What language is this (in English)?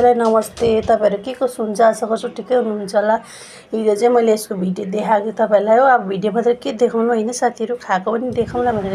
Nepali